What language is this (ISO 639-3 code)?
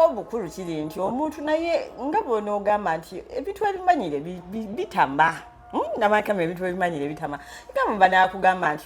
lug